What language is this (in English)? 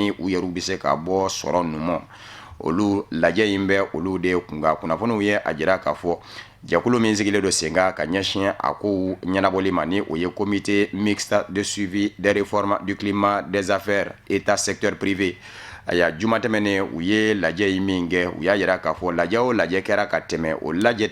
Bambara